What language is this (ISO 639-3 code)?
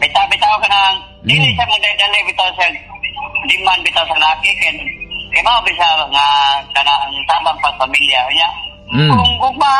ceb